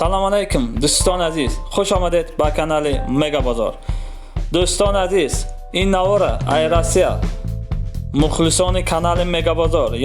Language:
Tajik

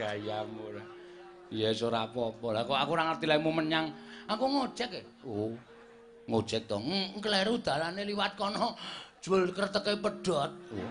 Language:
Javanese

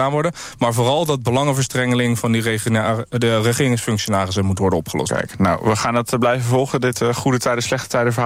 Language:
Dutch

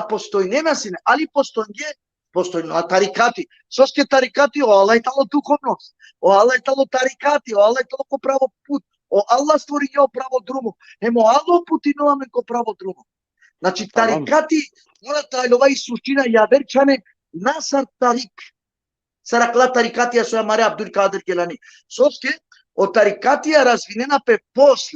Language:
Balkan Romani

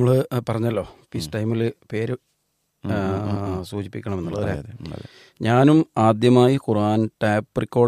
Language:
Malayalam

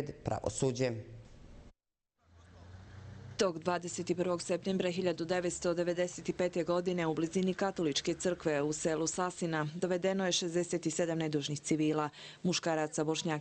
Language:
Bosnian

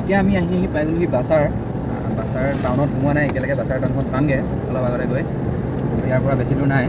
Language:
Assamese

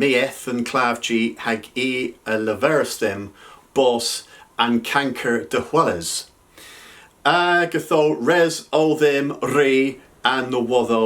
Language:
Cornish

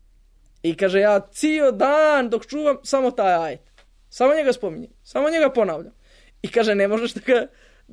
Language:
Bosnian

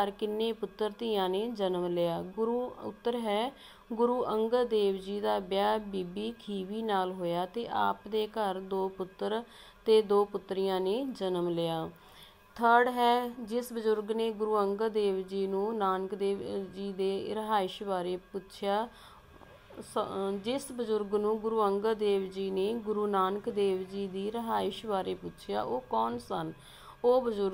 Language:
Punjabi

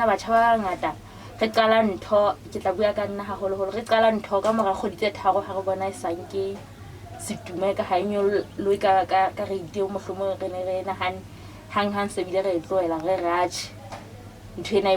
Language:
Southern Sotho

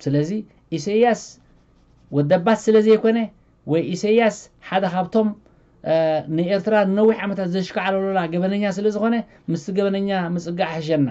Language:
Tigrinya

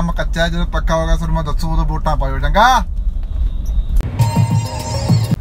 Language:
Punjabi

